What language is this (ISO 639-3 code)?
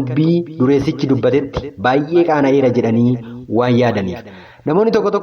orm